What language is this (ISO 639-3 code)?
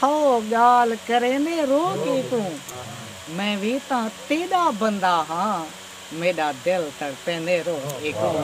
skr